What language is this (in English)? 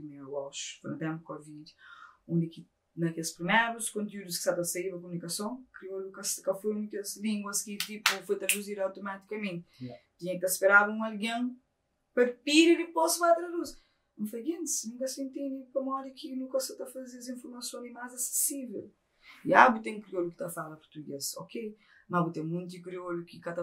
Kabuverdianu